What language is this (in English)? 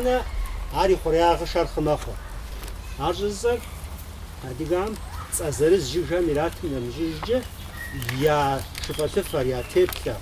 Kabardian